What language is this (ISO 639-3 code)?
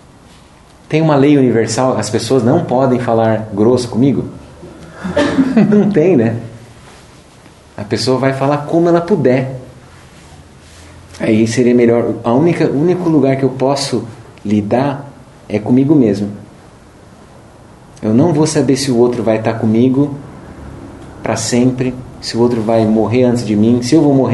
por